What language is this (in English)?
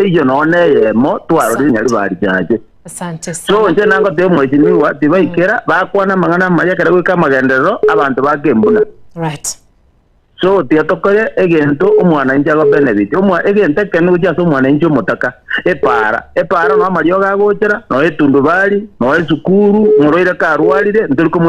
Gusii